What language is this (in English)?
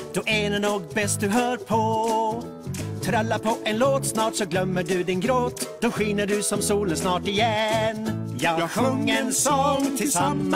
Swedish